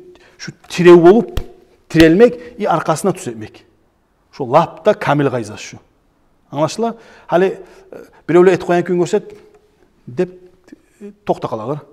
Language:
Kumyk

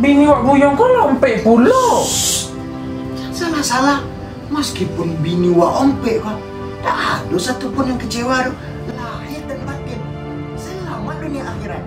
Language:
Minangkabau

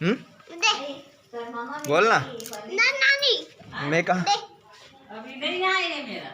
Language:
Chhattisgarhi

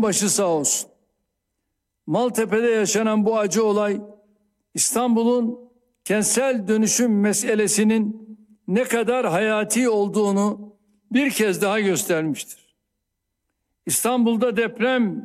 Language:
Turkish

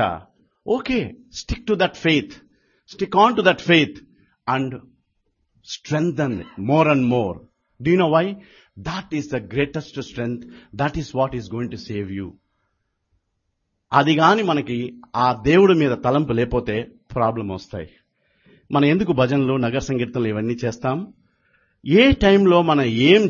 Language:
Telugu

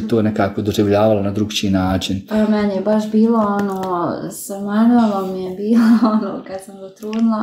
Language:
Croatian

